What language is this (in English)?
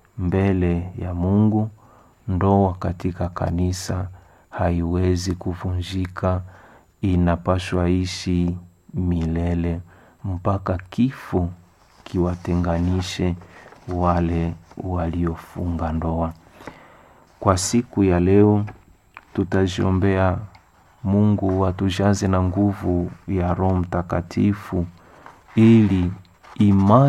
Swahili